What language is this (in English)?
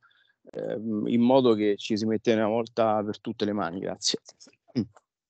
Italian